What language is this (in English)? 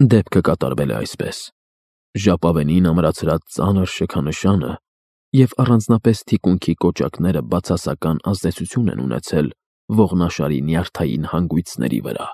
Armenian